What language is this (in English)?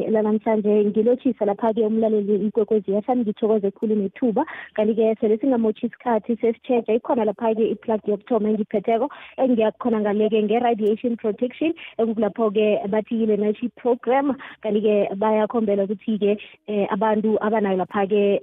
South Ndebele